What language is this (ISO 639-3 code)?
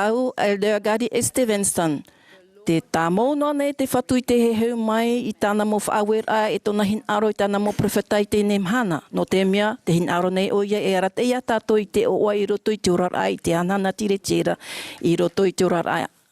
tah